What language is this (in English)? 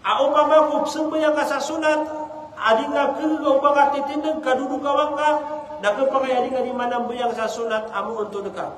Maranao